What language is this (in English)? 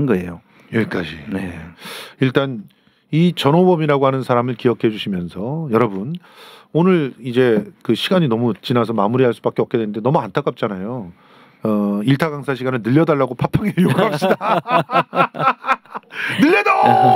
Korean